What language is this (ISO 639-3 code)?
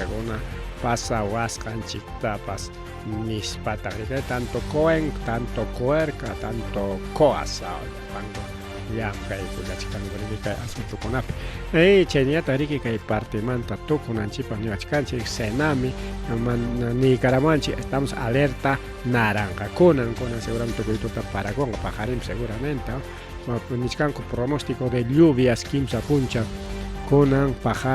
quy